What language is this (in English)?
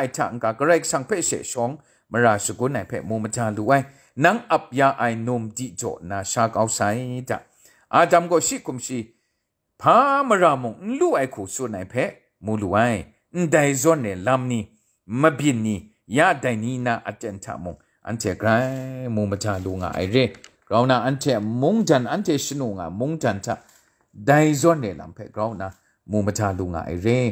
Kachin